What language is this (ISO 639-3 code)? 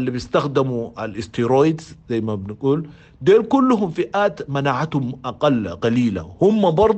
apd